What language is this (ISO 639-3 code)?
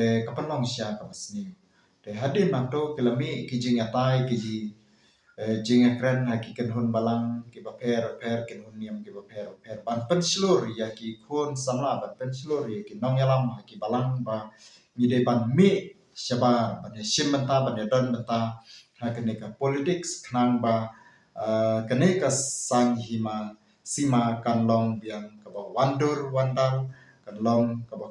kha